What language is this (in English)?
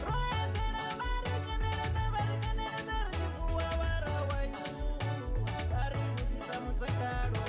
Venda